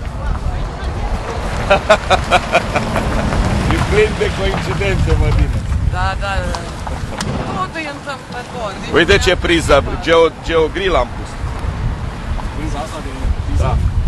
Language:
Romanian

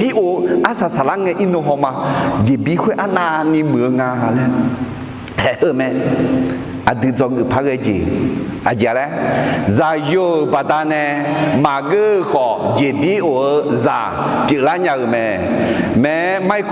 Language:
Akha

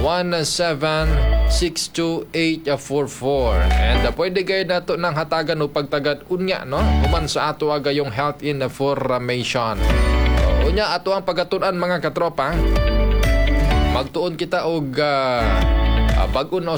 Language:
Cebuano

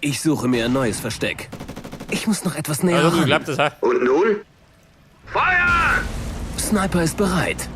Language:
Bavarian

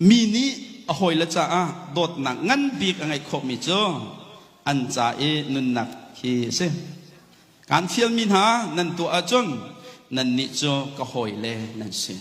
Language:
Hakha Chin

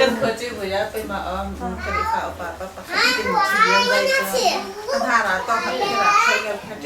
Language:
Falam Chin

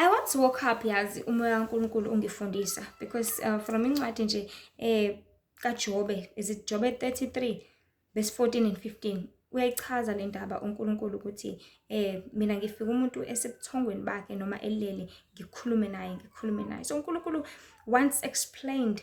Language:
Zulu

